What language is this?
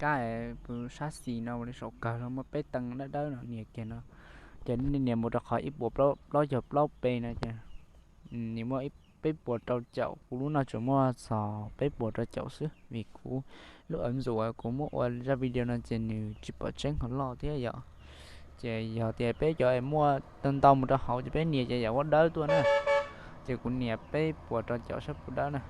Hmong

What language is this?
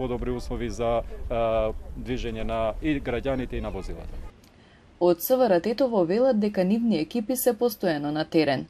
Macedonian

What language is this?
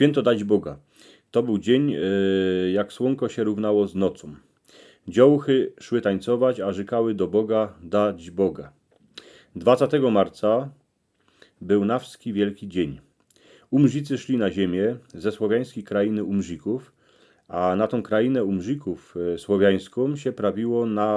Silesian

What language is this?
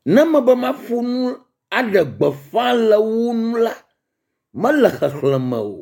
Ewe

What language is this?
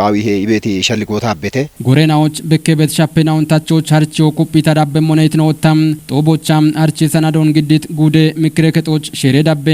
Kafa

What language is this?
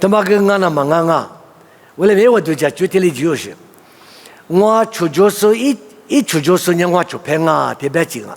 Lisu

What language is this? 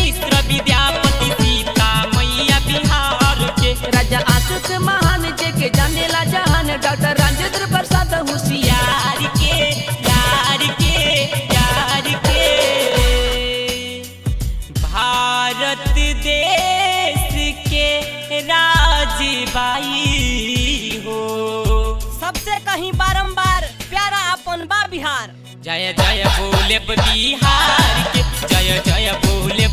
Bhojpuri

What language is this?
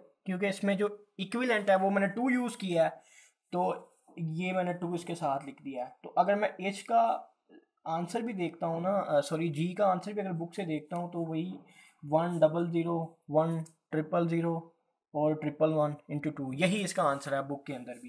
Hindi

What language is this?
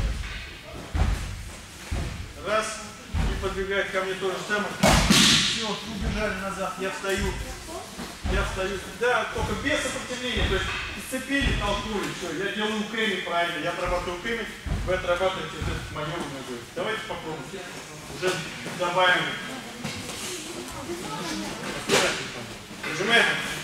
Russian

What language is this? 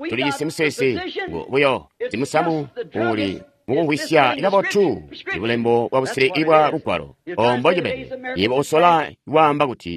Tonga (Zambia)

